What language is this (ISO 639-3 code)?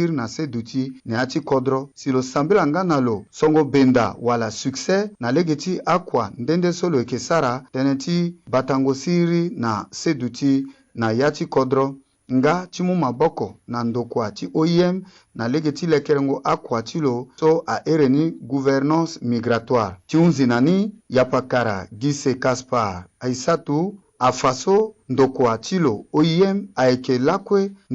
sag